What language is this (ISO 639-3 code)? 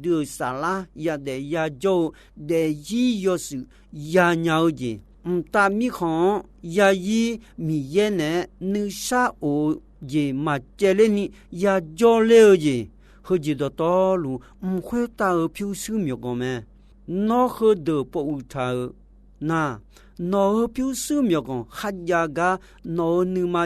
ahk